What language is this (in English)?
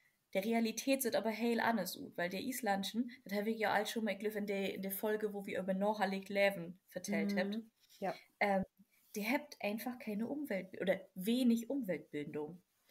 Low German